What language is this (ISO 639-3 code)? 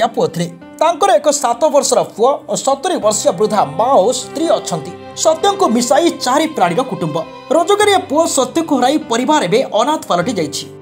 ori